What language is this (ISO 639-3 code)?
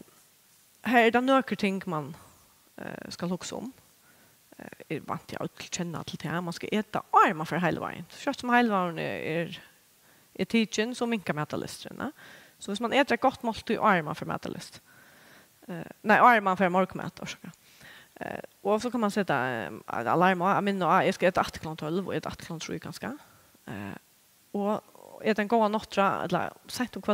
fao